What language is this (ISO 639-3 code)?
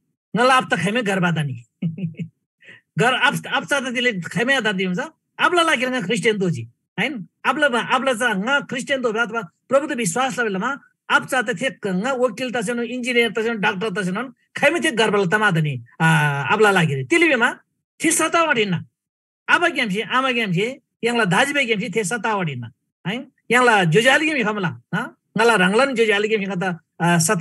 taj